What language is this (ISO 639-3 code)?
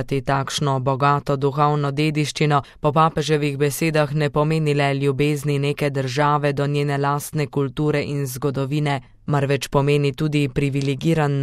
slv